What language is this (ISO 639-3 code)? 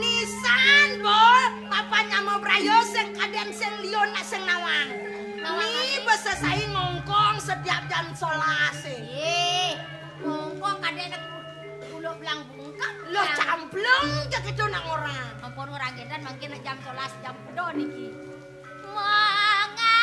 ban